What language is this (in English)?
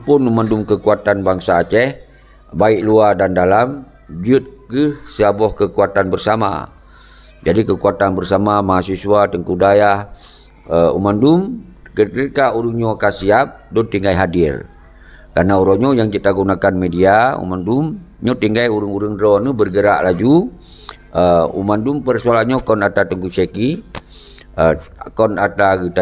Achinese